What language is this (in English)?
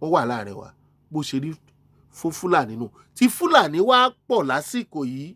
Yoruba